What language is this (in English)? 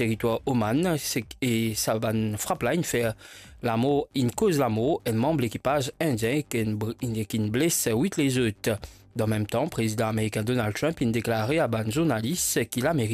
Morisyen